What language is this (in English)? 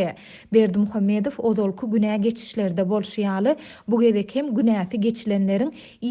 Turkmen